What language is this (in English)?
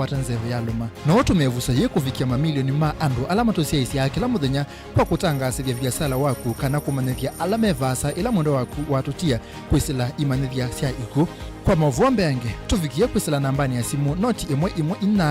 Kamba